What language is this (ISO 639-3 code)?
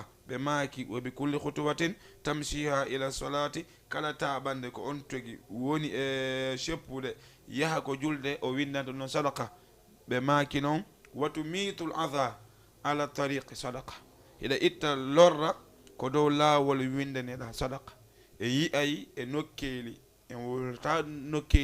ful